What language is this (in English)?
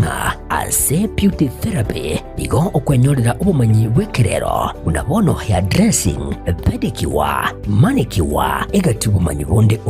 Gusii